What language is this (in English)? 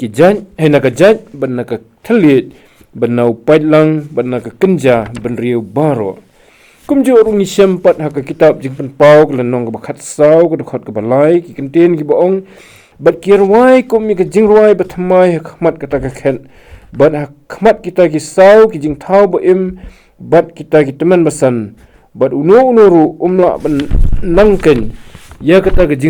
Khasi